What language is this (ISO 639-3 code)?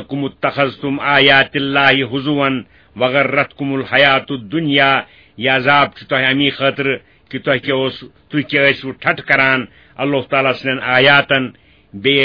kas